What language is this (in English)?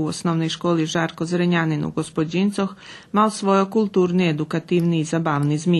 Rusyn